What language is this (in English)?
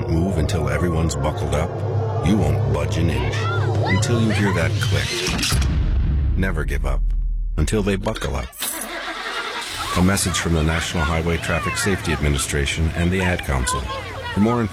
English